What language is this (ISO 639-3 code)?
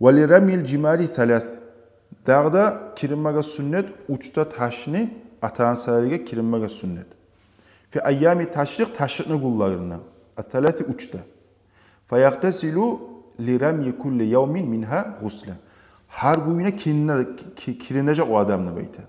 kum